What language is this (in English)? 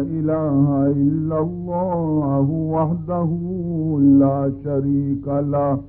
Baluchi